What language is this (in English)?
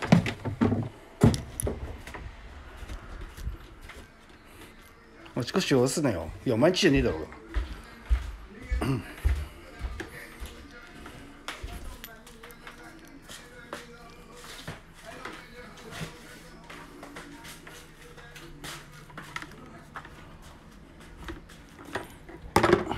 Japanese